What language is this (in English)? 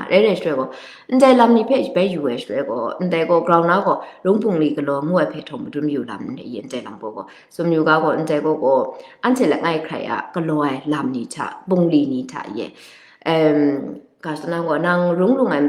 Kachin